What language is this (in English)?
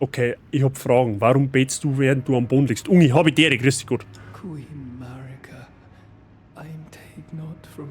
Bavarian